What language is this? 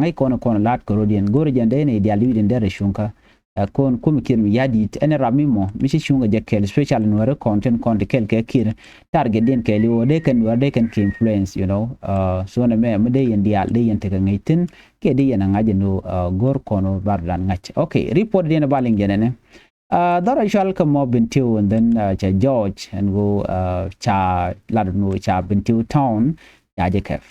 Nuer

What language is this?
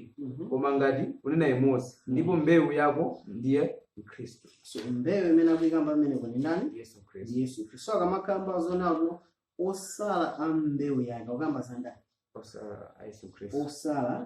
Nyanja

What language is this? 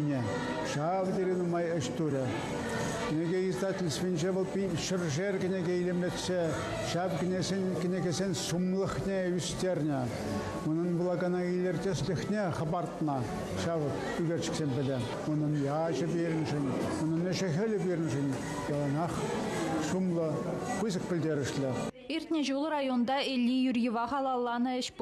Chuvash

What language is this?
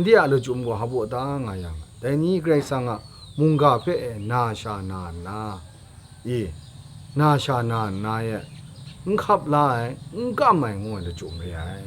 Kachin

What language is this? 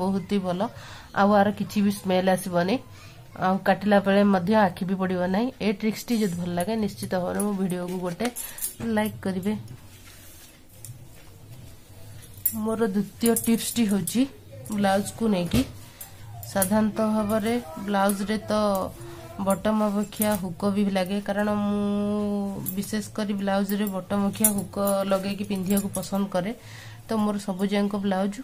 Odia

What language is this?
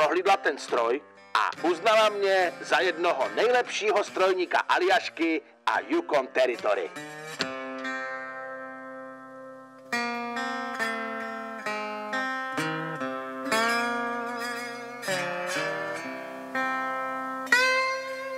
Czech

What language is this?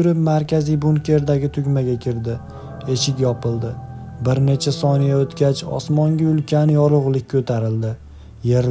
Uzbek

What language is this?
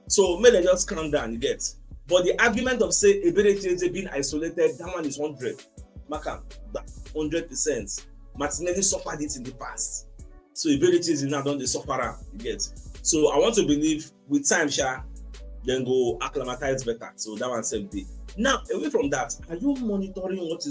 Nigerian Pidgin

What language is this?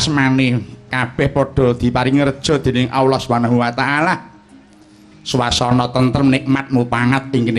Javanese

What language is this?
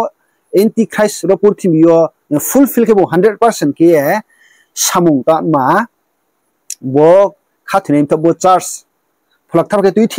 Riang (India)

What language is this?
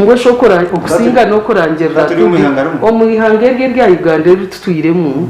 Nyankole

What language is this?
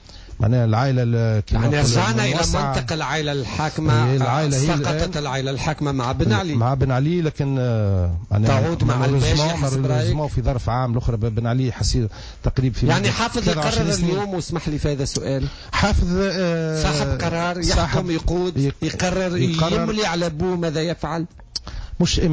Tunisian Arabic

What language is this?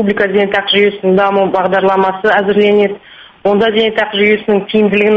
Kazakh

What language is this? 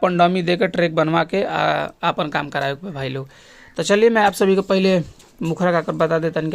Bhojpuri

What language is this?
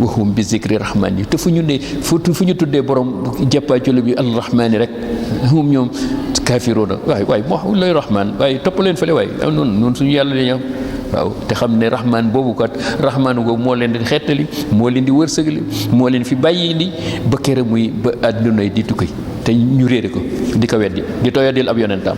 Wolof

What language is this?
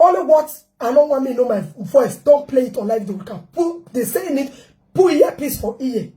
Nigerian Pidgin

